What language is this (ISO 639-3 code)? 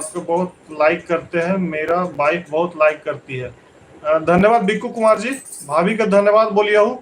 mag